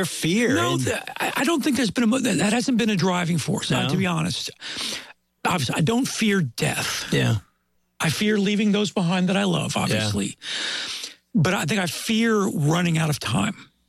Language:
English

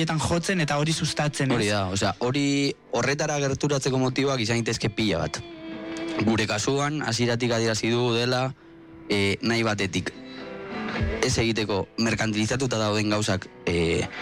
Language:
Basque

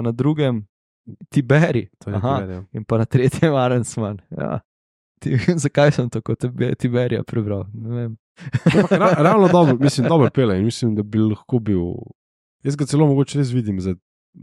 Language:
Slovenian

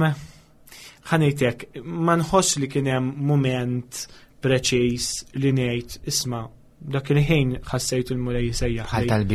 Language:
Maltese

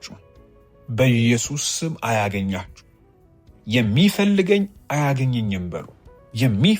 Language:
Amharic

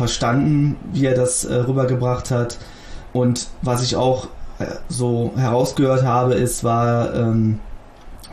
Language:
German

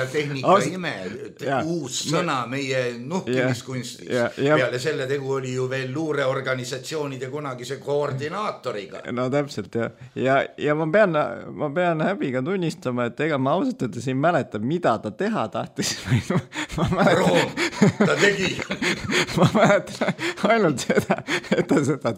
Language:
Estonian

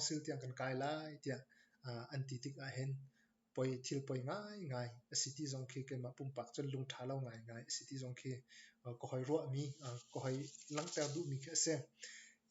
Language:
Hakha Chin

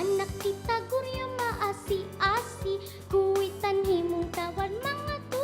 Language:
Banjar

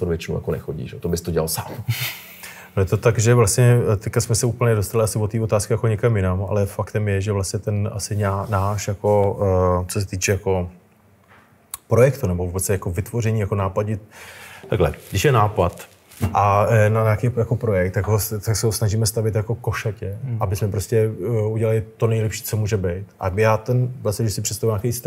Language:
Czech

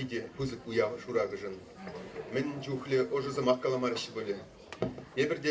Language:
Chuvash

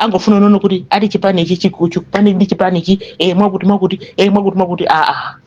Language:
Nyanja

